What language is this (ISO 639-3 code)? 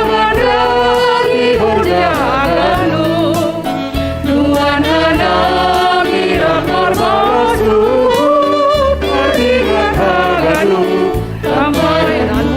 bts